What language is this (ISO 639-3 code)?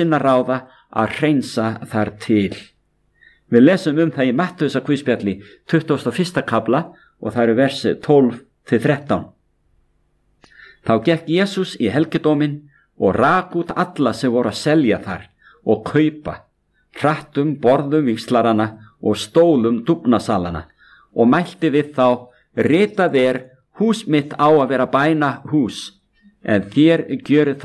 isl